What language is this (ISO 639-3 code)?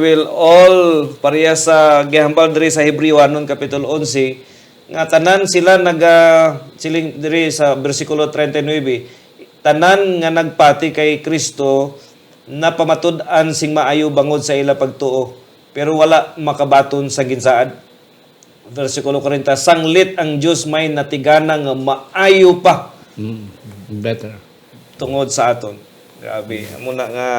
hil